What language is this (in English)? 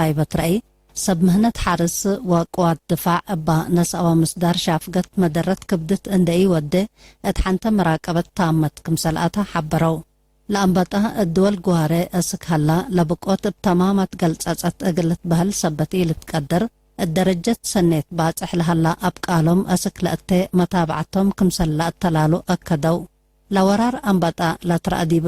Tigre